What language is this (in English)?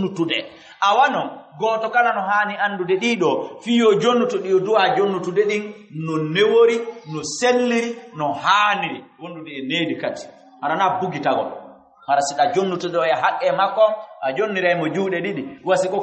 Fula